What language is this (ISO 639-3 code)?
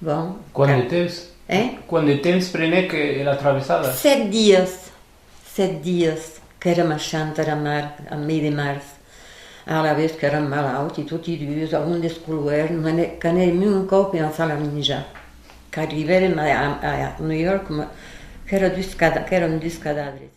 oci